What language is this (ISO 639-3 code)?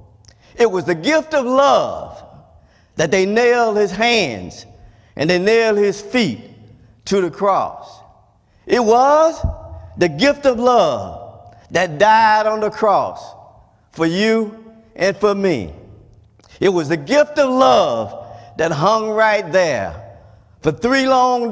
eng